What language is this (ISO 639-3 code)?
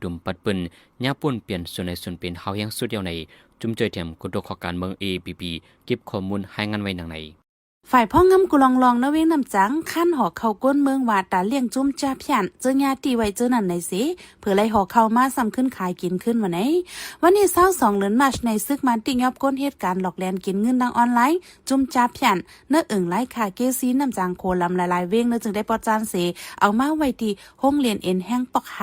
shn